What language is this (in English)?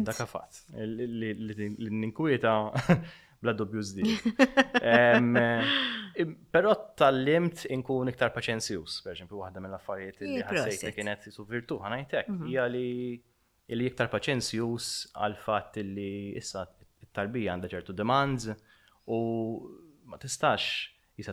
Maltese